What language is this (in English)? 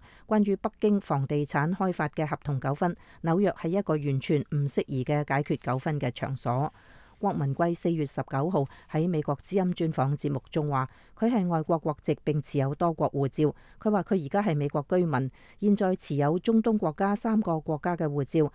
Cantonese